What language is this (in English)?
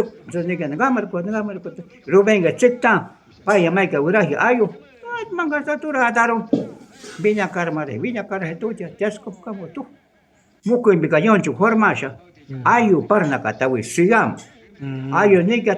Shuar